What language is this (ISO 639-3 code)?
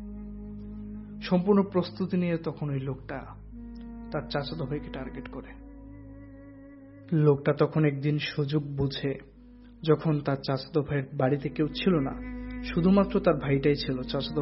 ben